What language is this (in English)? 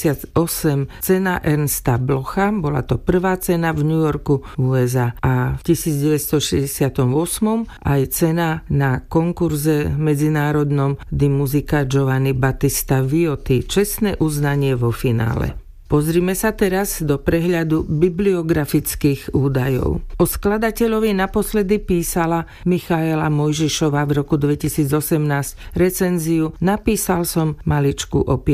Slovak